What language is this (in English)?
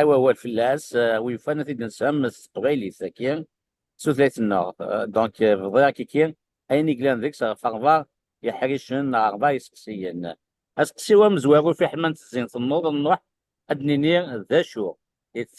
Kabyle